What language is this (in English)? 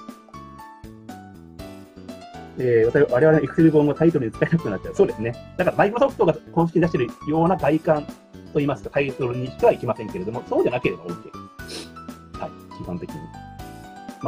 Japanese